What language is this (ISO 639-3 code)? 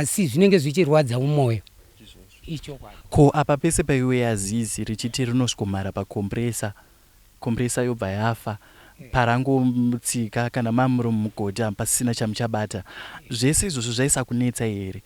sna